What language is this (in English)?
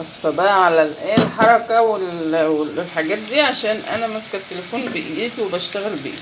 Egyptian Arabic